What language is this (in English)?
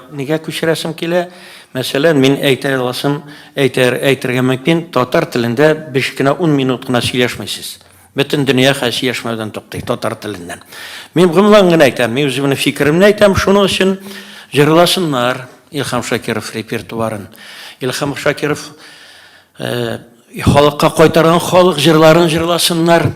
Tatar